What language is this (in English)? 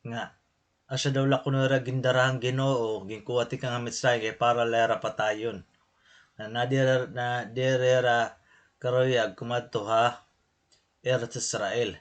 Waray